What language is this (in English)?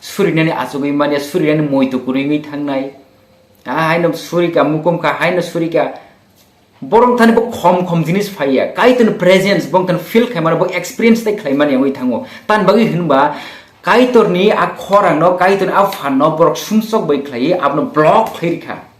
Kok Borok